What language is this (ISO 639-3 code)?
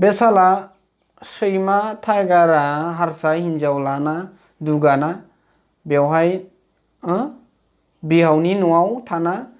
brx